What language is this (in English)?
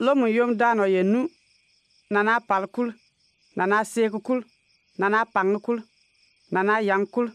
Bimoba